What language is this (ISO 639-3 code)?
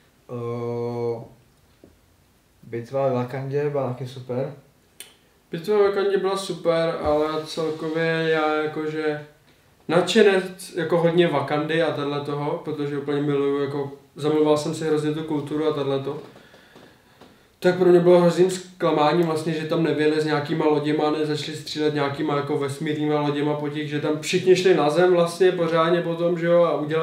ces